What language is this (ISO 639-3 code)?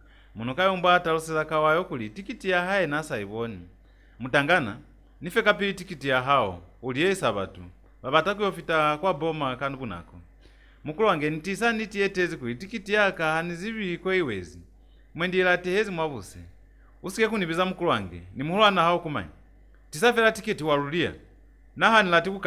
loz